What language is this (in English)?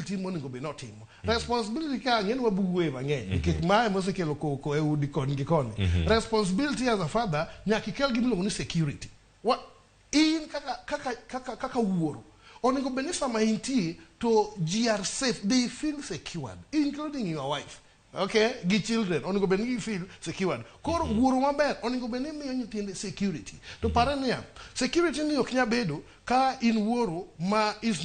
Luo (Kenya and Tanzania)